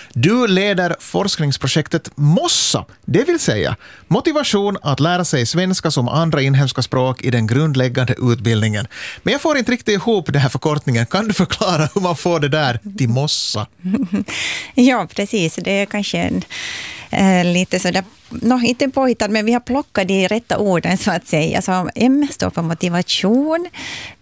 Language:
Swedish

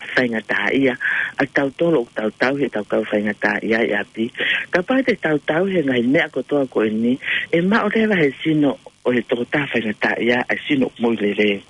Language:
Tongan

